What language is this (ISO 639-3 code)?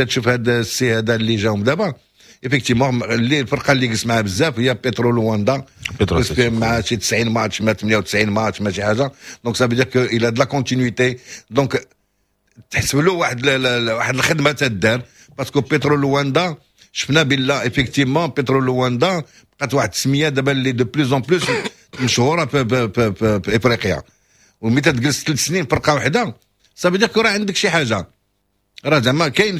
ary